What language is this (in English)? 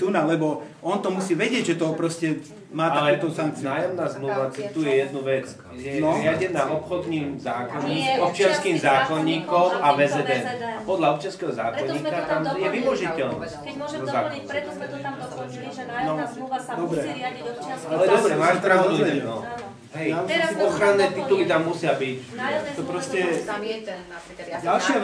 Slovak